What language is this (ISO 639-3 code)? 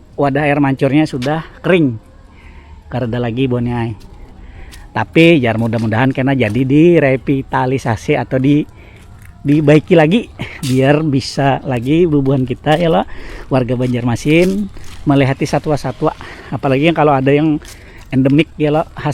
bjn